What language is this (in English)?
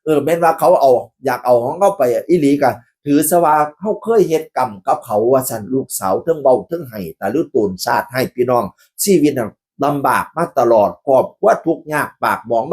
Northeastern Thai